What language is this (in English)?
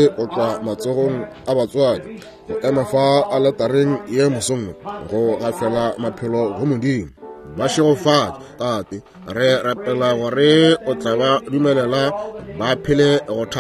Northern Sotho